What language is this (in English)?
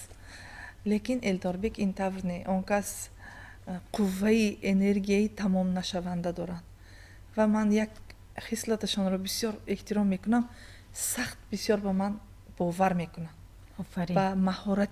Tajik